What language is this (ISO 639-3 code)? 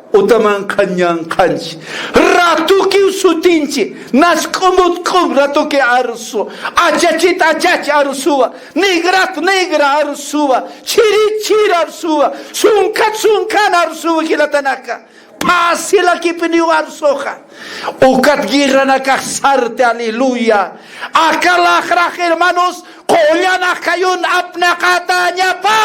aym